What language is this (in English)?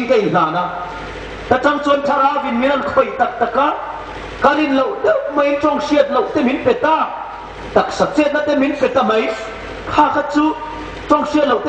Hmar